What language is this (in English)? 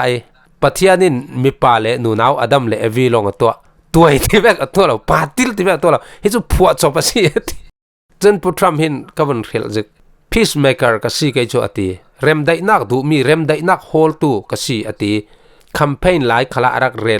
Falam Chin